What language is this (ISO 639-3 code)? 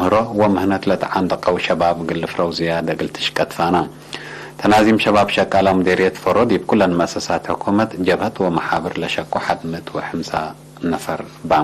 tig